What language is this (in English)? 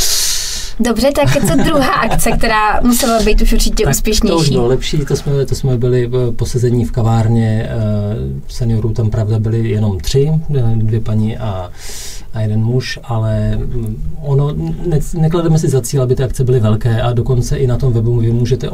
Czech